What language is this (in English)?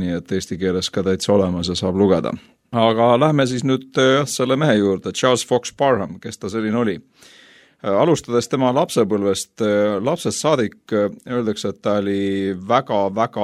Estonian